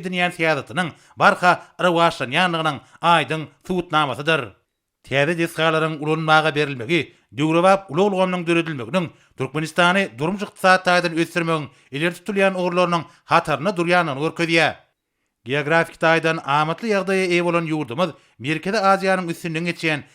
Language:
Turkmen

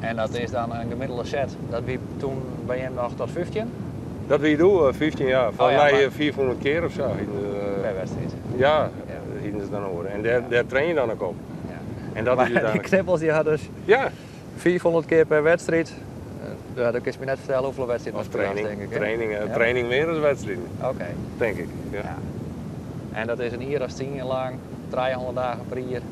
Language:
Western Frisian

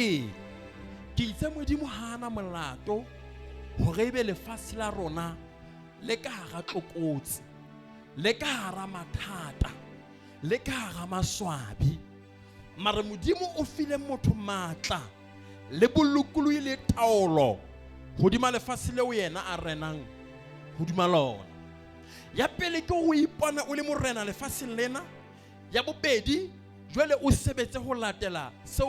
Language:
Southern Sotho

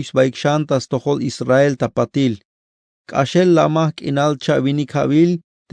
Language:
Tzeltal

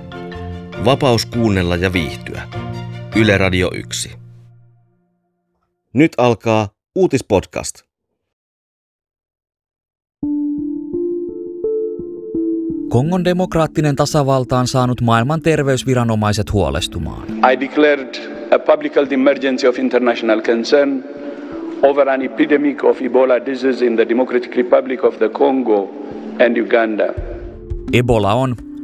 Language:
Finnish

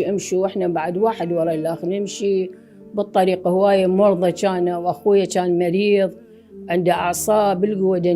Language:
Mesopotamian Arabic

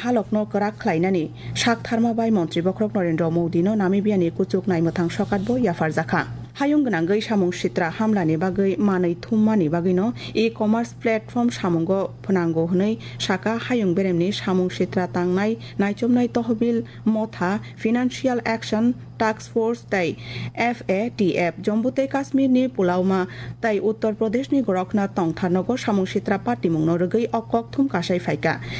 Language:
Kok Borok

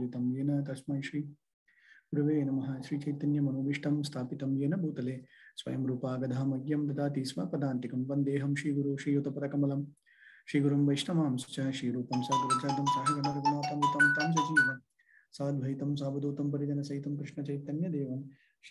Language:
Tamil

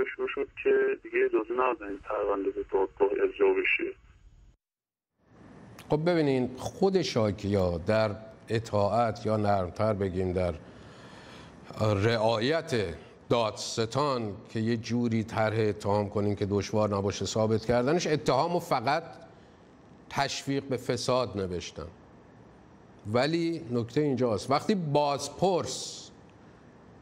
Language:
Persian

